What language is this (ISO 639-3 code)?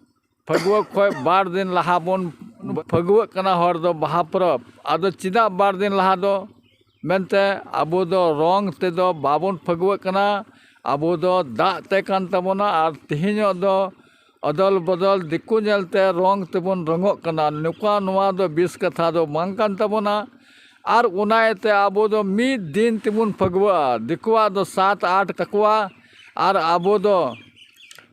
sat